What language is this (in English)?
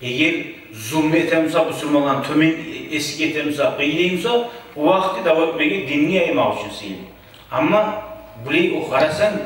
Kumyk